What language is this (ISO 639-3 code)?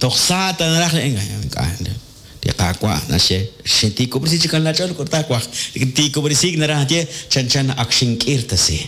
kek